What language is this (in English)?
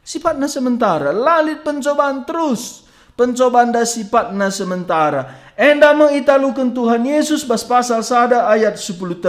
Batak Karo